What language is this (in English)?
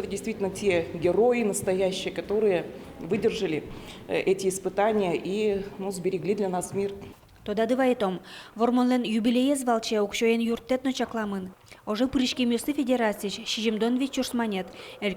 Udmurt